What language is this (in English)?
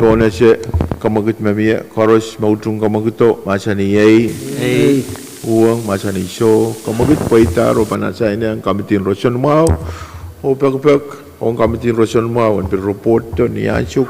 Pohnpeian